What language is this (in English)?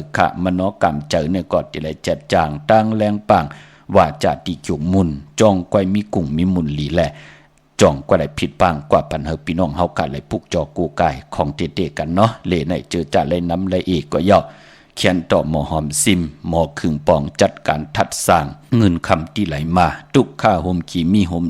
Shan